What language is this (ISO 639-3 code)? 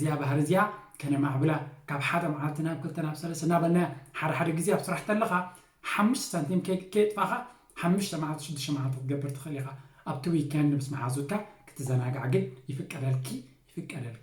tir